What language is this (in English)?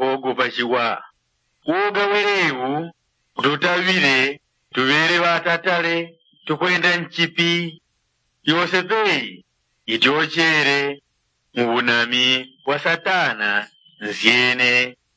Yao